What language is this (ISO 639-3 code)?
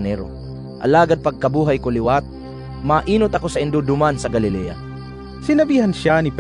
bik